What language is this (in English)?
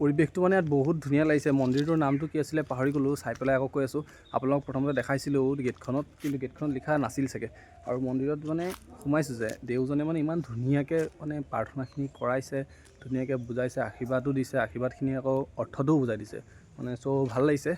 Assamese